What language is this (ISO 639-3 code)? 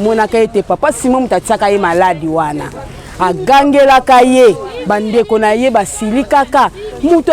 lin